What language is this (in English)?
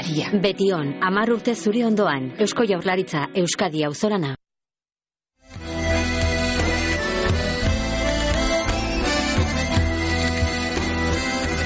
Basque